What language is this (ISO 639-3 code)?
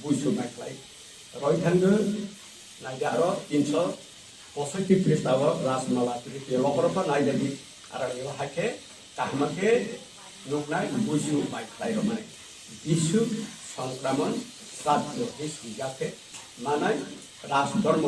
trp